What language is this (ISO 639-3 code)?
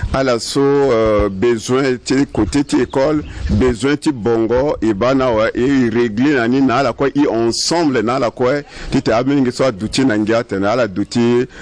sag